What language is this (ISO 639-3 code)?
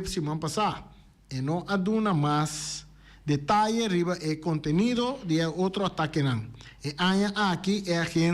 pap